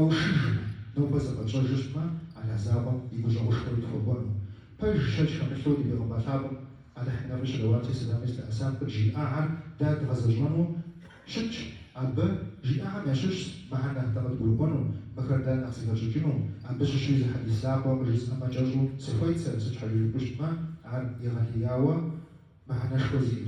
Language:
Kabardian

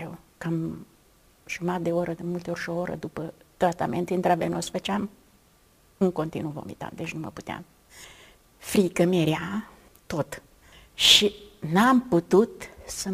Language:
Romanian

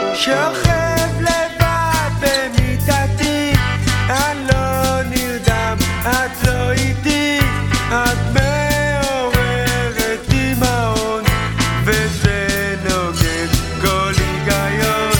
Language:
Hebrew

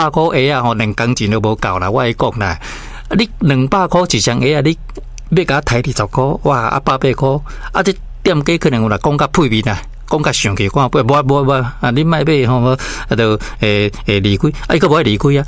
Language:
Min Nan Chinese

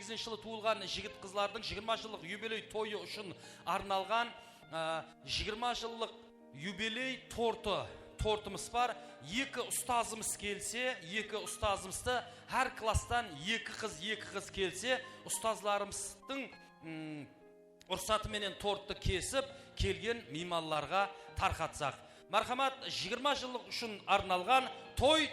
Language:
Kara-Kalpak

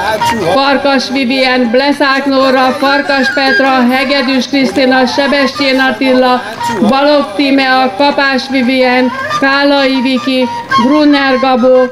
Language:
Hungarian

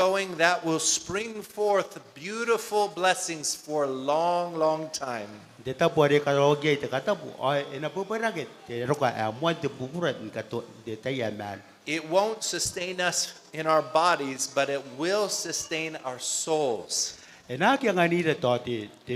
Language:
Gilbertese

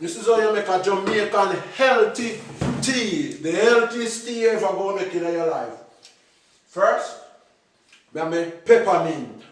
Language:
Jamaican Creole English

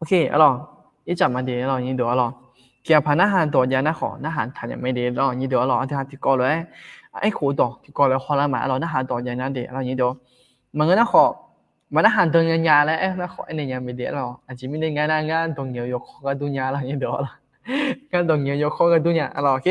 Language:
Akha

